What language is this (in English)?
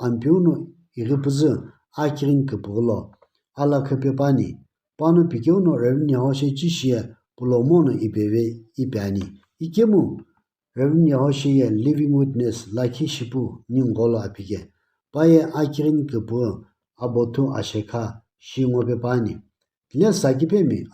Sumi Naga